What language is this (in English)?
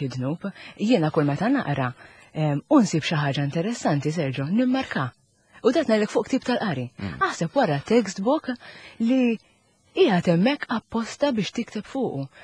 Maltese